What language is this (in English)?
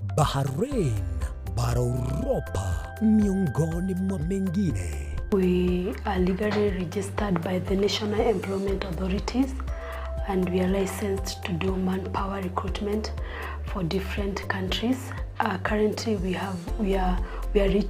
Gusii